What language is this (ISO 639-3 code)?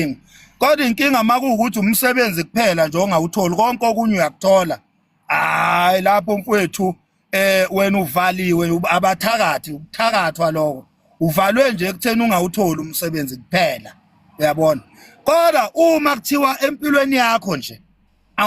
zul